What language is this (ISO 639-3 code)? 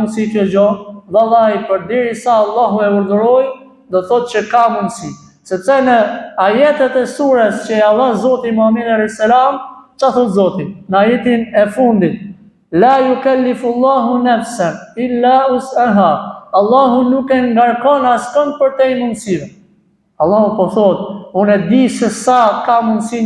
sqi